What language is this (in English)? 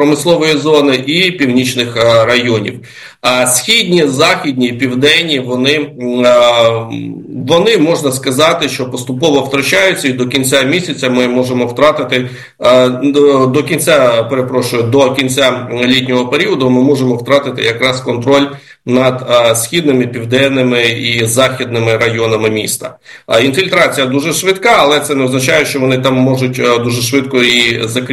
Ukrainian